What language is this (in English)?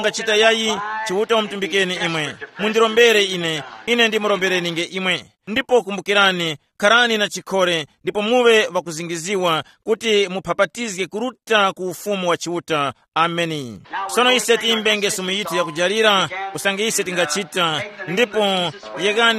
Tumbuka